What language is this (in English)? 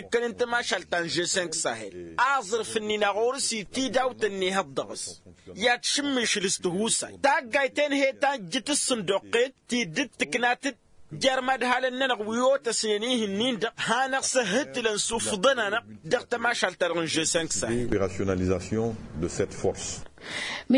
Tamasheq